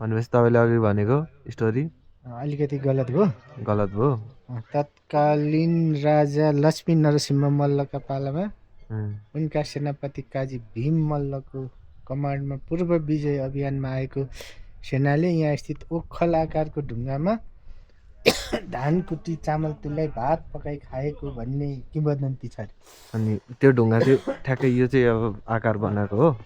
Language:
Nepali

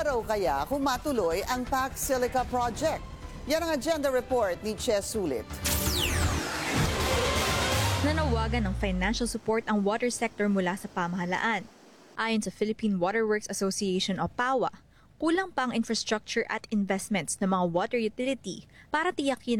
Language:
Filipino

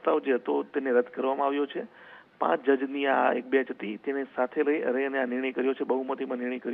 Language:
Gujarati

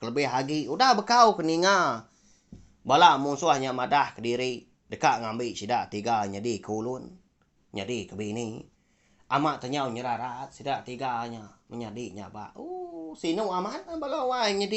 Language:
Iban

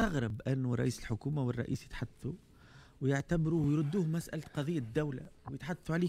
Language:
Tunisian Arabic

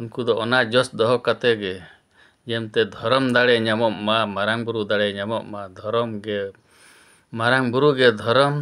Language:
Santali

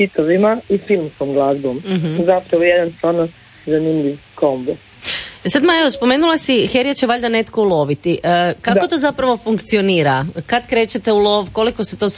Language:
Croatian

